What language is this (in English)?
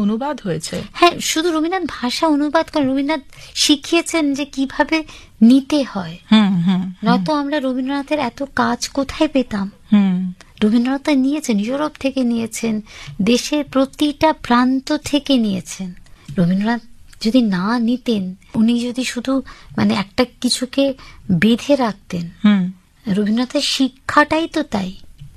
Bangla